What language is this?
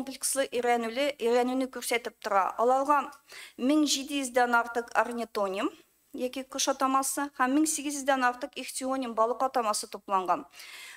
Tatar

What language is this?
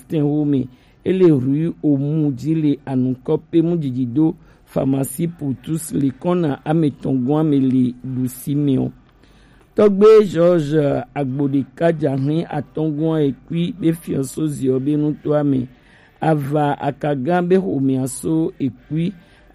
Gen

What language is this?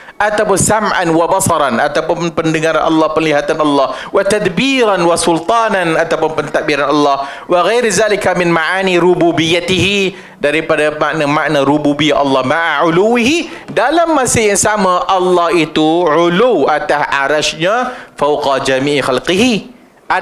Malay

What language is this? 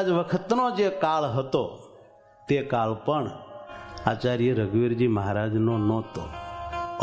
Gujarati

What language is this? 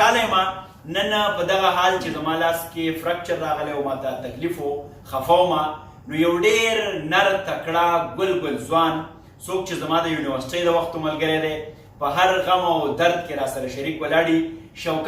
Pashto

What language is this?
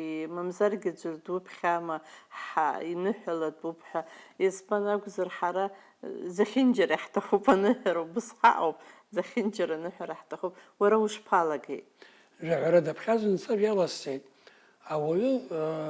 Abkhazian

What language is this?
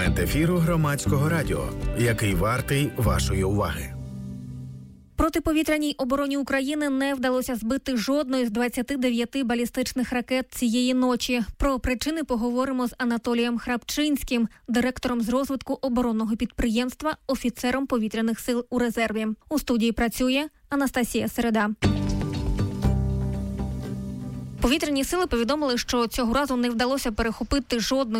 Ukrainian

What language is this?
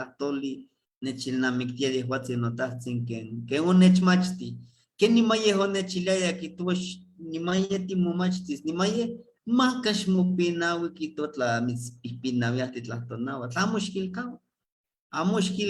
Eastern Huasteca Nahuatl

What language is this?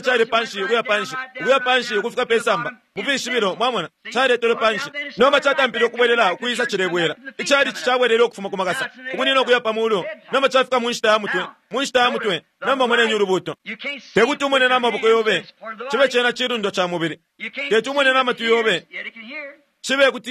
Bemba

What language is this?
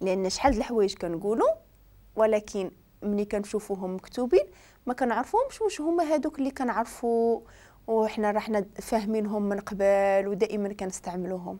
Moroccan Arabic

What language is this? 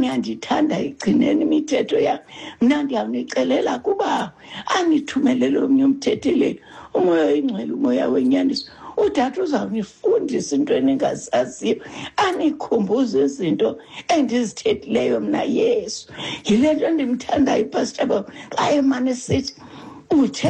Xhosa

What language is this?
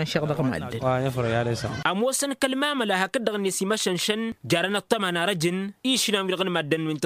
Tamasheq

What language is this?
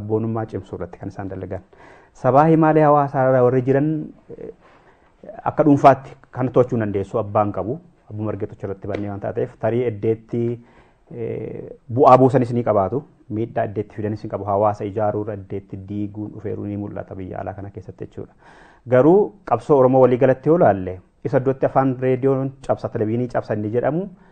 Oromo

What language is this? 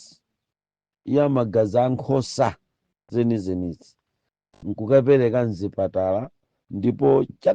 Nyanja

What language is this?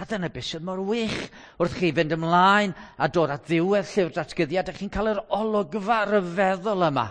Welsh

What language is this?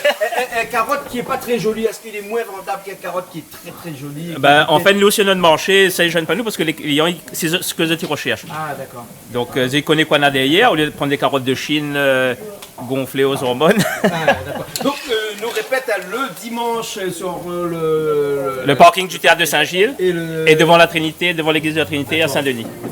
Réunion Creole French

